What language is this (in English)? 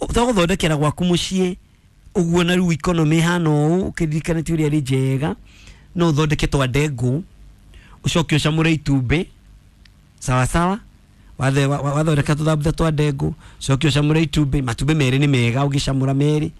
Kikuyu